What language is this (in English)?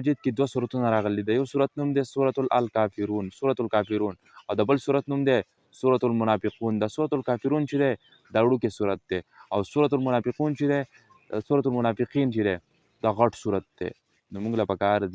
Pashto